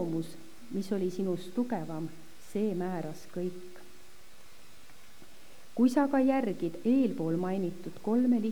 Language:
Estonian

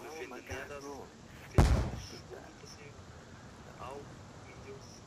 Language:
Swiss German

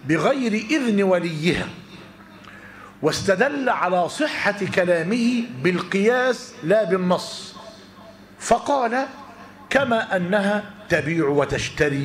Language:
Arabic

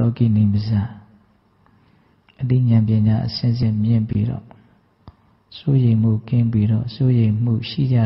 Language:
Burmese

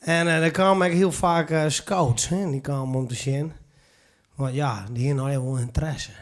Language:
Western Frisian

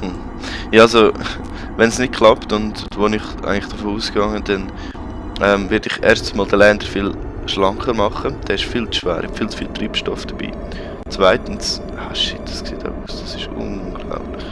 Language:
Swiss German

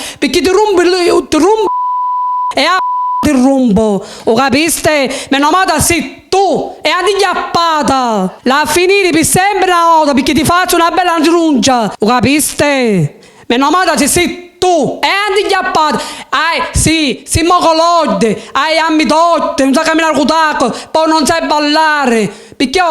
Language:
Sicilian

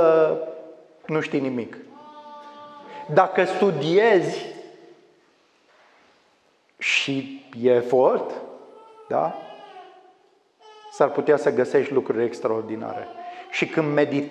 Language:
Romanian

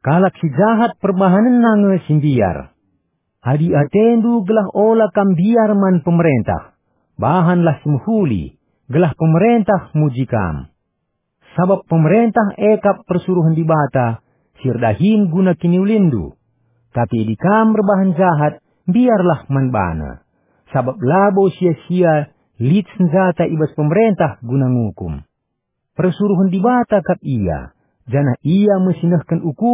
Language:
Batak Karo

